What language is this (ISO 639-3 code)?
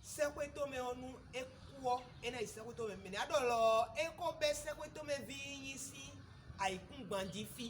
fon